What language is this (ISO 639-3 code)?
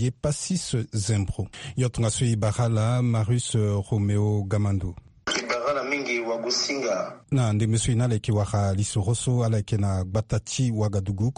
sag